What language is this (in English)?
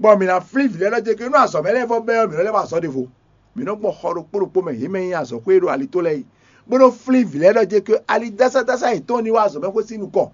Fon